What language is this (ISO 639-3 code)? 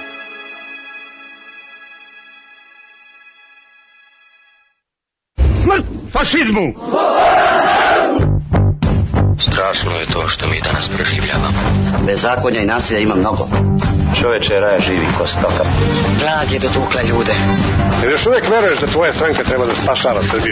srp